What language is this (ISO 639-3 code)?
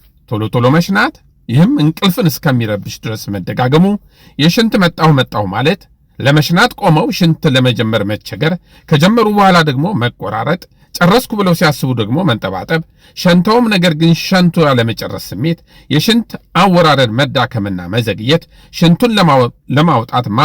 amh